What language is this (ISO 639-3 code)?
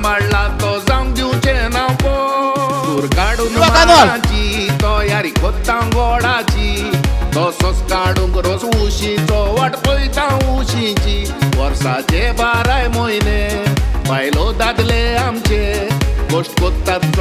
kok